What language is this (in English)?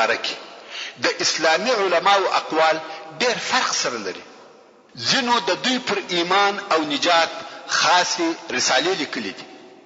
Pashto